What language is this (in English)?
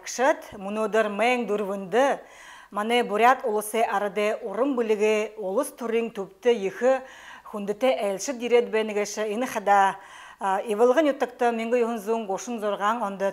Buriat